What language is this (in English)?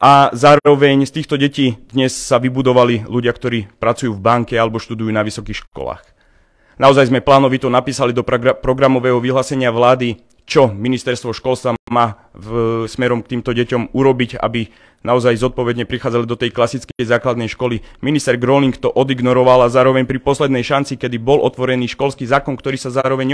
Slovak